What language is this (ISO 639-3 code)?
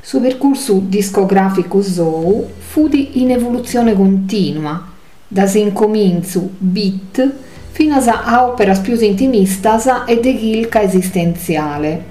srd